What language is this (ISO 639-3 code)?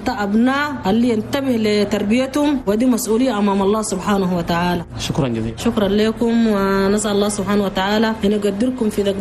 shu